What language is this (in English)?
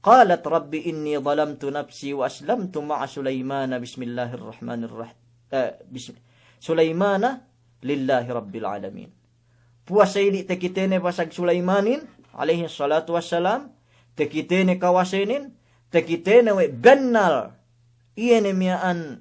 Yakan